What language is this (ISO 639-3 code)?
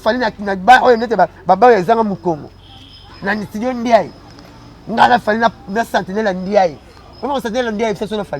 lin